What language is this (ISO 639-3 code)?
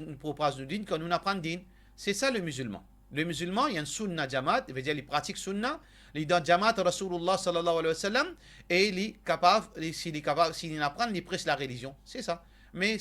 mfe